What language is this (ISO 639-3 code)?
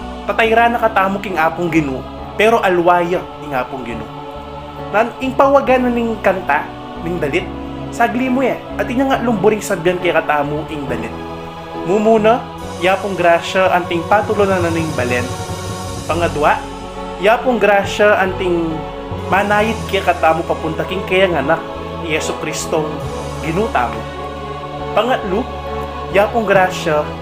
pam